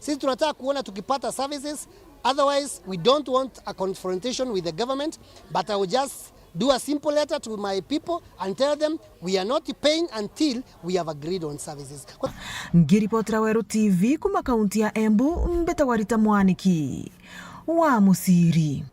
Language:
Meru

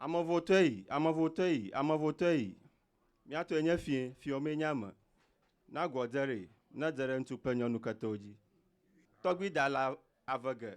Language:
Ewe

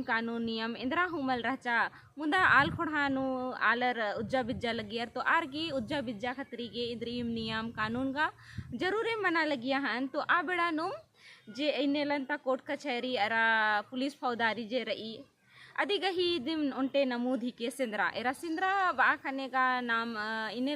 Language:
Kurukh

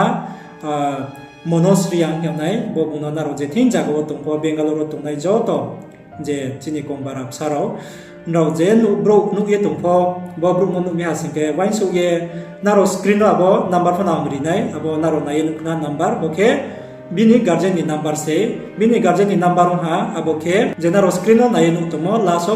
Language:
Riang (India)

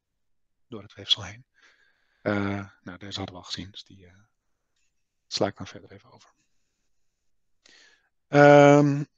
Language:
Dutch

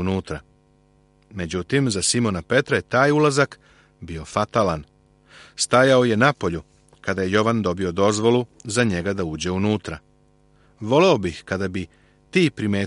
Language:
Serbian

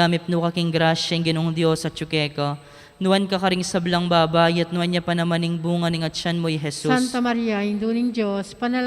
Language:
Pampanga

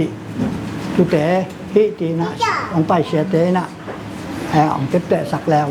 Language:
Tedim Chin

